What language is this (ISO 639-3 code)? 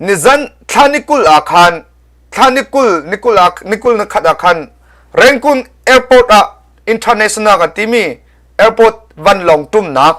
cnh